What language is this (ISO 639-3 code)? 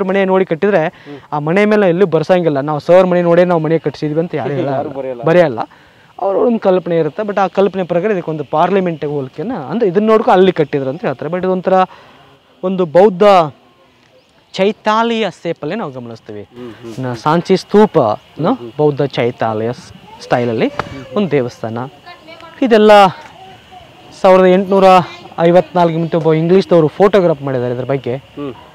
kan